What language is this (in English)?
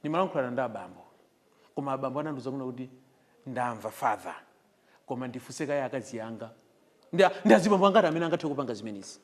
Nyanja